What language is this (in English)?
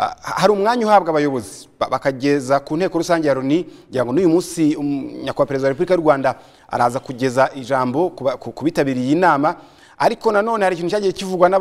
Kinyarwanda